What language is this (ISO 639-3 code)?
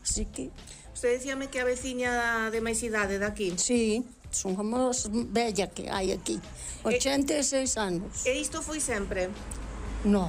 glg